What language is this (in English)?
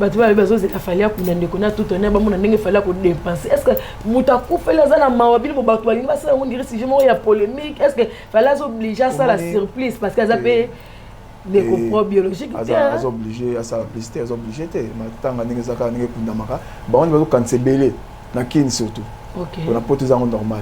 Lingala